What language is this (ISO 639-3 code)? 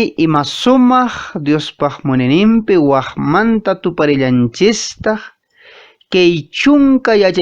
que